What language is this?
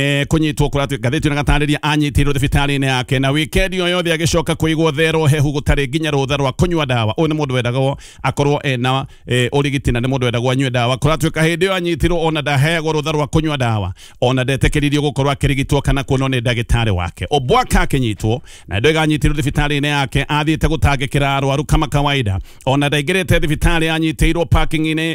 Kikuyu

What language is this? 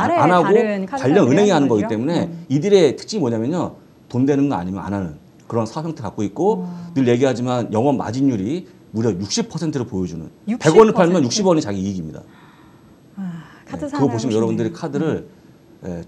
Korean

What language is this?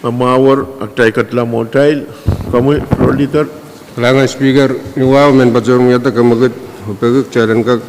Pohnpeian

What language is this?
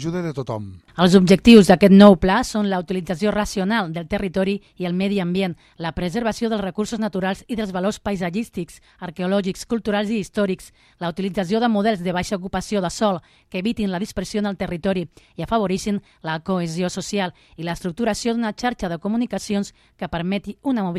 Catalan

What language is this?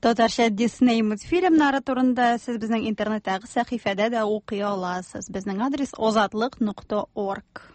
Tatar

